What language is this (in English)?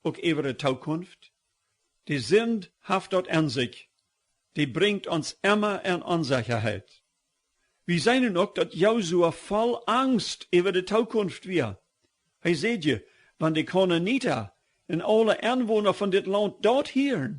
Plautdietsch